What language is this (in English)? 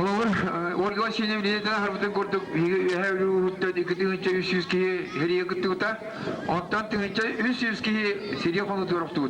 Yakut